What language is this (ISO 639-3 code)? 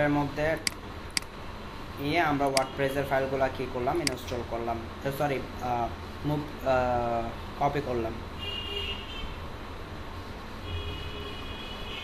ben